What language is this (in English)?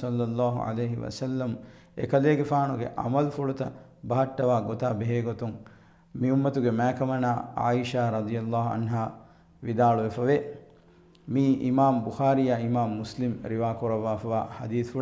Divehi